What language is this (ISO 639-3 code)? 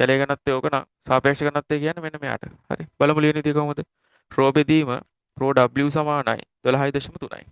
sin